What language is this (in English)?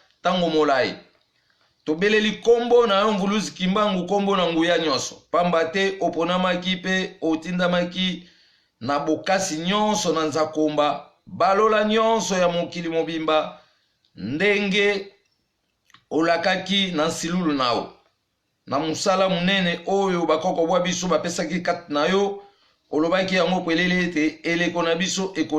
Lingala